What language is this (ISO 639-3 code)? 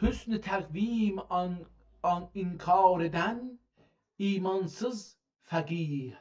azb